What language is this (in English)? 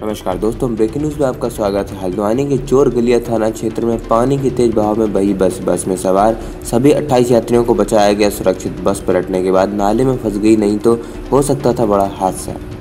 Hindi